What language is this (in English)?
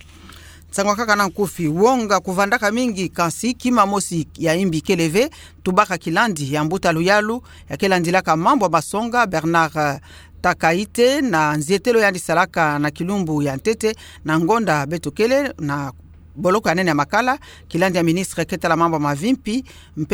Kituba (Democratic Republic of Congo)